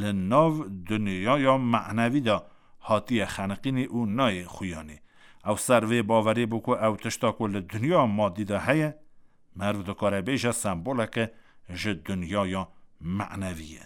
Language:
Kurdish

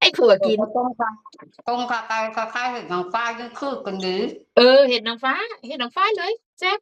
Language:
Northeastern Thai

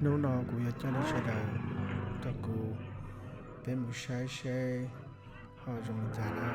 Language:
Hmong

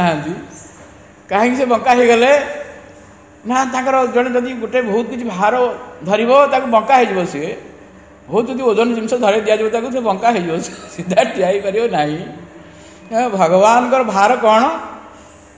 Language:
Odia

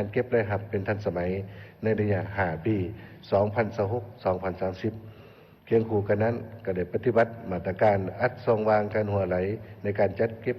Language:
Lao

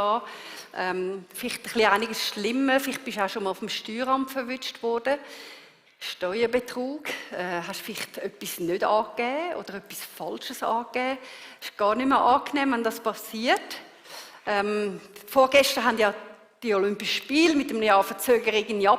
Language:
Swiss German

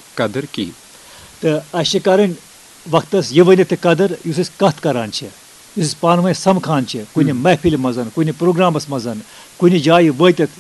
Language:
Kashmiri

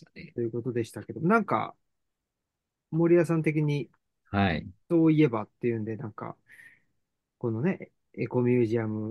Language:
Japanese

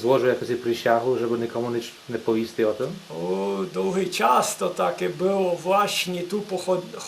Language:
Rusyn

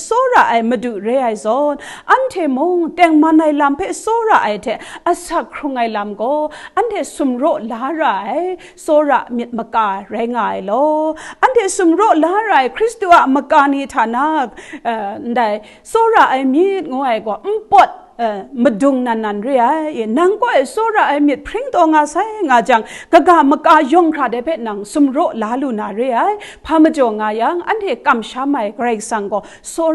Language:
Kachin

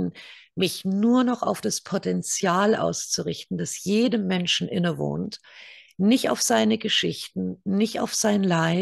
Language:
German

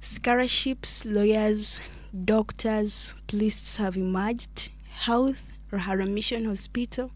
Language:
Nyankole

